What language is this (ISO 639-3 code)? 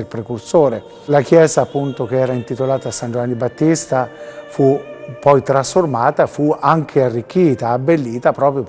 ita